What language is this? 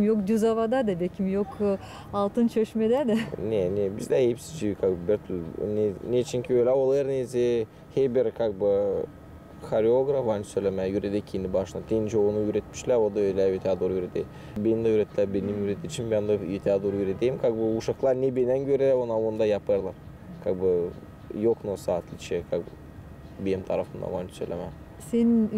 Gagauz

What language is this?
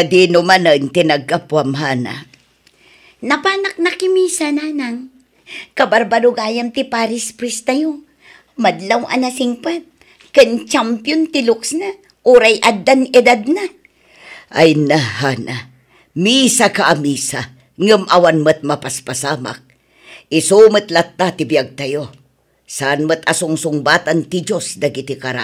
Iloko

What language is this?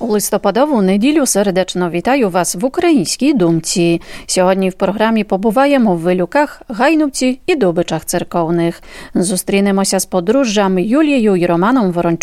Ukrainian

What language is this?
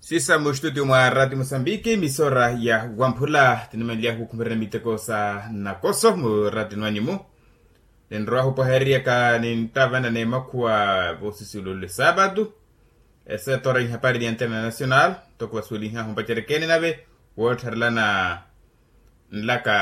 Makhuwa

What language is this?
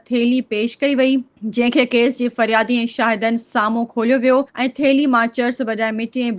Sindhi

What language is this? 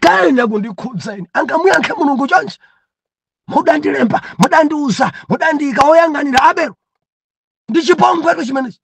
Nyanja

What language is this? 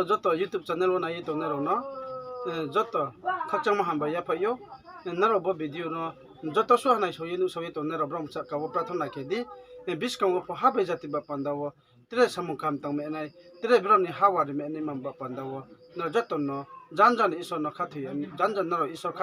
Riang (India)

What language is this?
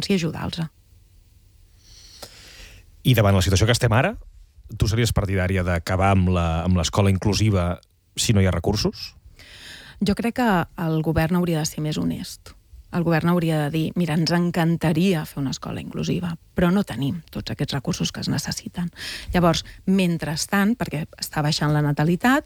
Catalan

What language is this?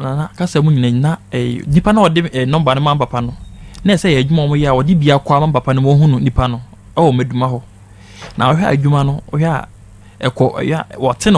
Akan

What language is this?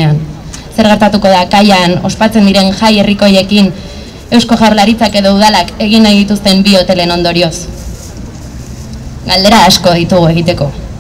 Basque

